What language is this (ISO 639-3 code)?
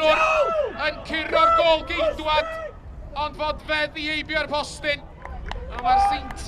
cym